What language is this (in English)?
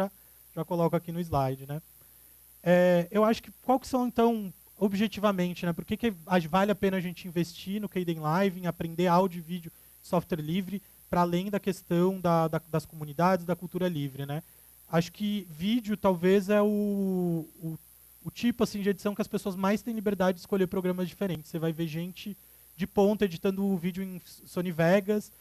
Portuguese